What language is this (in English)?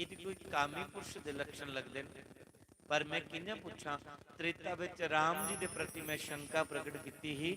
Dogri